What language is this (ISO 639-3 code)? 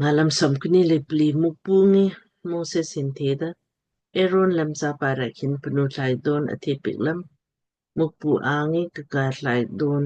lmk